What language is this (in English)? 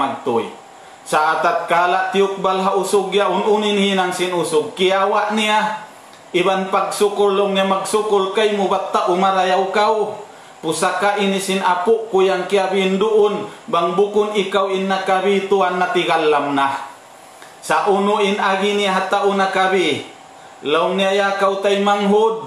Tausug